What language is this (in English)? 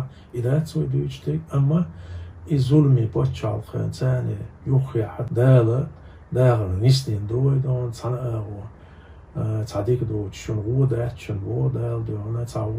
Chechen